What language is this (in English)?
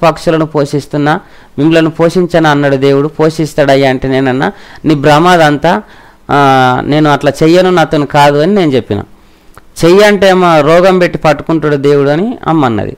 Telugu